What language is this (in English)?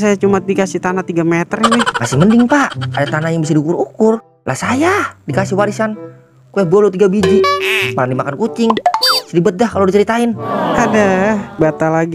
Betawi